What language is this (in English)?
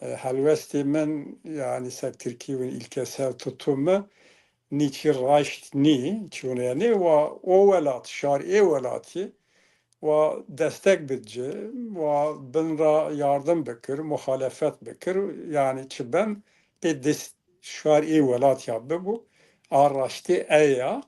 Zaza